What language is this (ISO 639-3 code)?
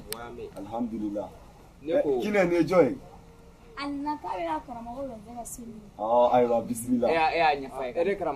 bam